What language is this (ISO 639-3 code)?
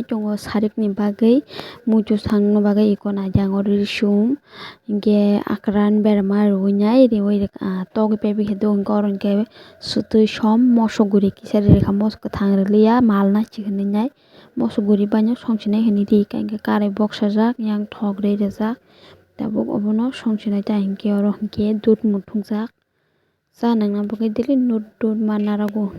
trp